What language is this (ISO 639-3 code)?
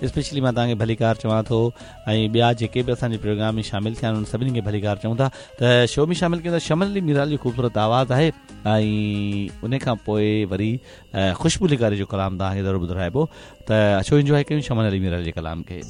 snd